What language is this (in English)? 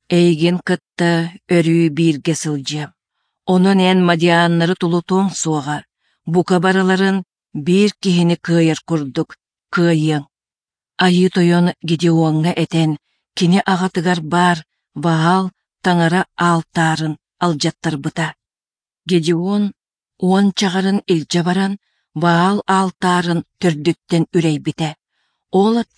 Yakut